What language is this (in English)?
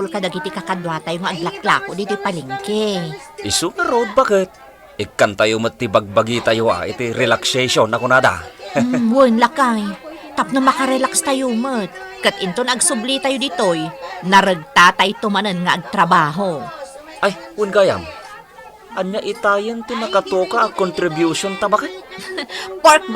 Iloko